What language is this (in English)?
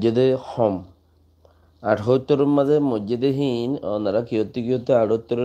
Rohingya